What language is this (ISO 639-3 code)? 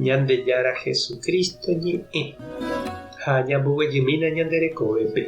grn